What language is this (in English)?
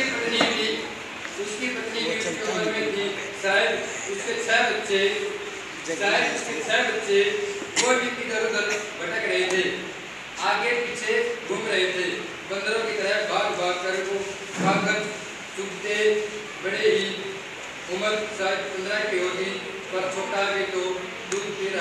Haryanvi